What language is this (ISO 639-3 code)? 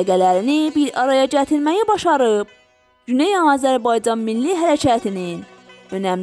azb